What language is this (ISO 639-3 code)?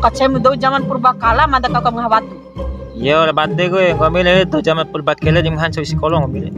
bhp